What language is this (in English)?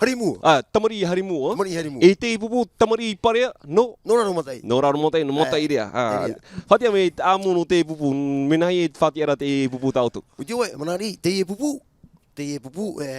Tahitian